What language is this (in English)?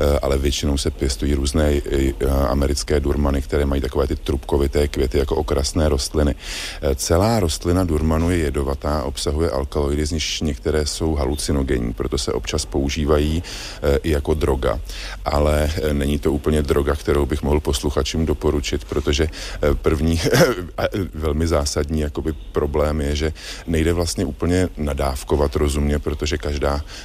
Czech